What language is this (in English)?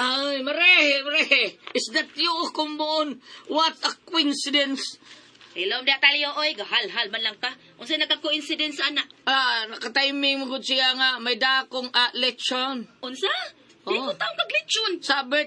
Cebuano